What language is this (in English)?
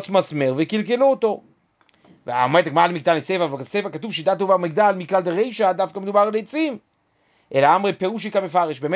Hebrew